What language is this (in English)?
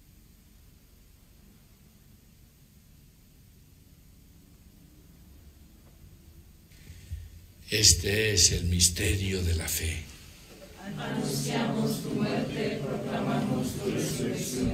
Spanish